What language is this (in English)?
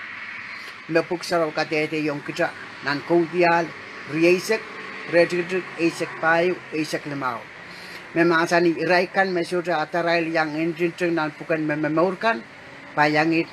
Pohnpeian